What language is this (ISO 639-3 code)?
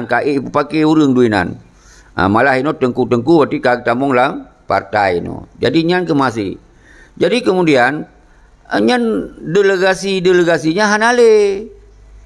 ace